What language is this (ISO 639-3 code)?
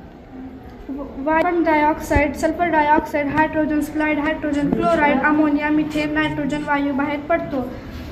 mar